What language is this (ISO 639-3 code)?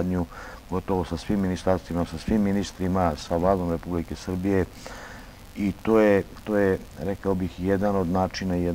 srp